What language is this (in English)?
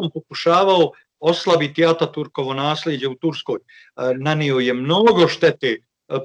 Bosnian